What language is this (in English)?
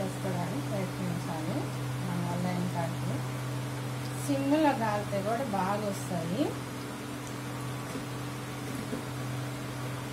Telugu